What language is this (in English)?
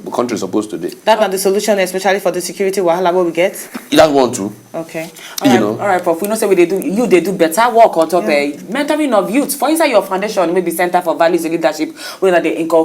Nigerian Pidgin